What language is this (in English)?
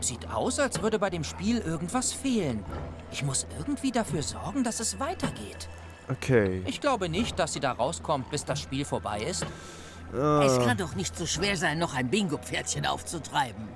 Swiss German